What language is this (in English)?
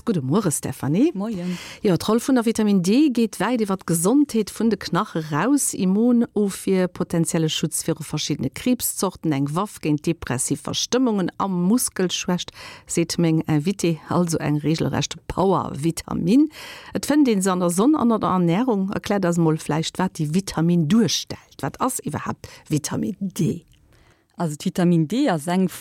Luxembourgish